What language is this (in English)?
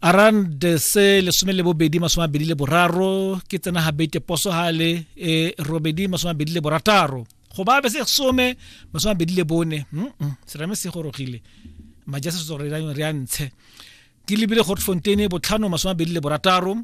Tswana